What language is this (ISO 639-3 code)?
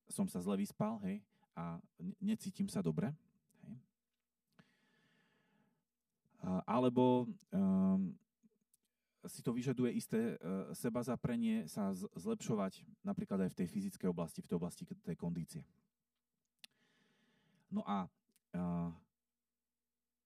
slk